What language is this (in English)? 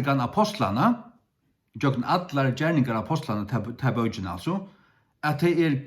Faroese